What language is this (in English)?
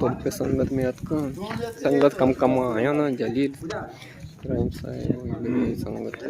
Eastern Balochi